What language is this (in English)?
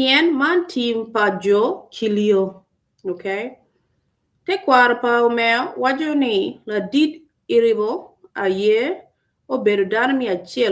Acoli